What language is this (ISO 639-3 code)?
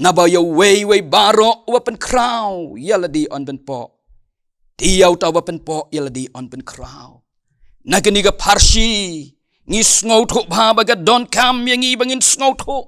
kha